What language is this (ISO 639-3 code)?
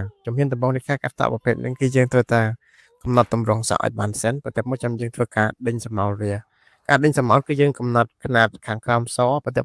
khm